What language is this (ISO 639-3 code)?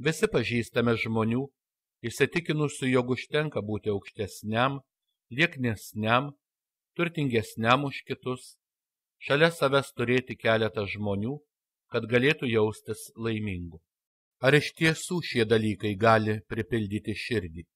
lit